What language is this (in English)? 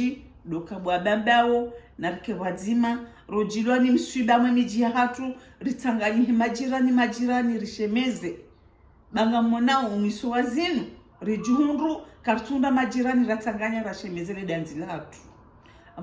Ngazidja Comorian